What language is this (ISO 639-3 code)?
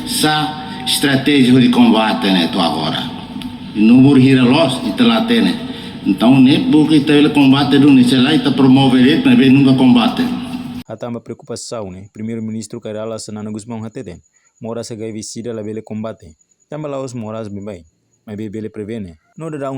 tet